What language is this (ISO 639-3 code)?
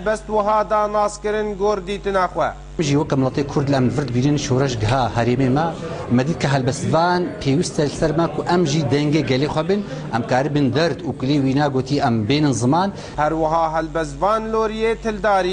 kur